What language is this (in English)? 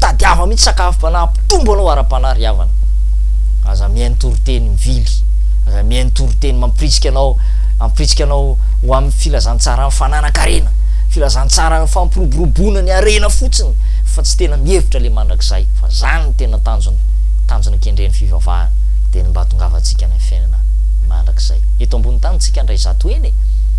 Malagasy